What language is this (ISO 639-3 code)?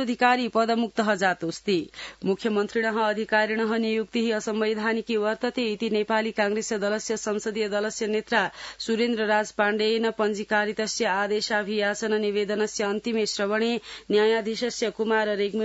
san